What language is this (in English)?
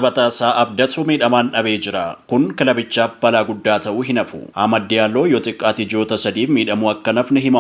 Oromo